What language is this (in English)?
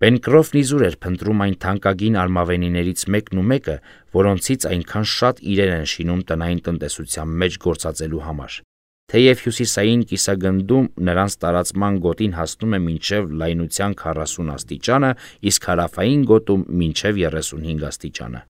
Armenian